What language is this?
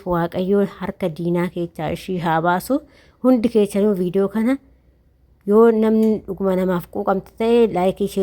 Oromo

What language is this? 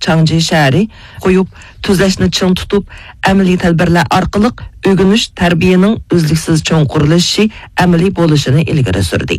Uyghur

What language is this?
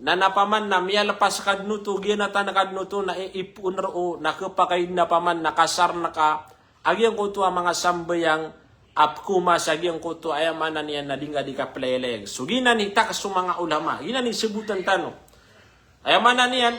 Maranao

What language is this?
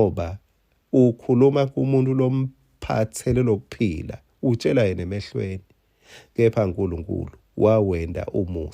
Swati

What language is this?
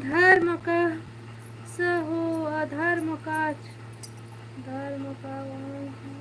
Chhattisgarhi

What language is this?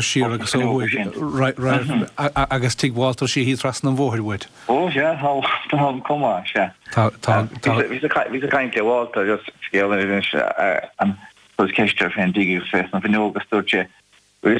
Irish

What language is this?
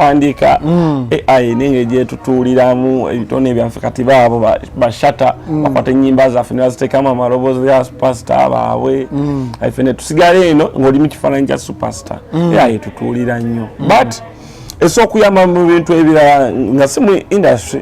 Ganda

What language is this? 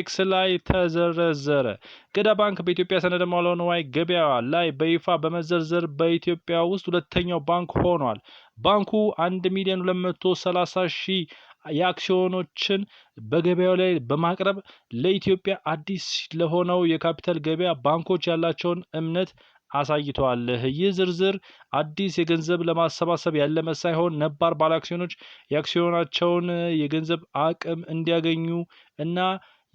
Amharic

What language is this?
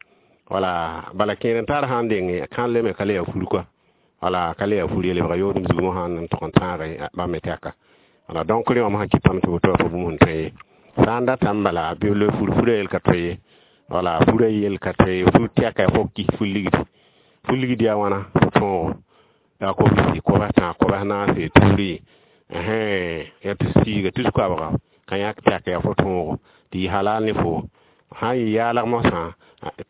Mossi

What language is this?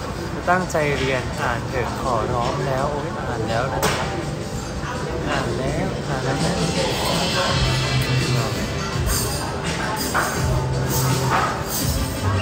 Thai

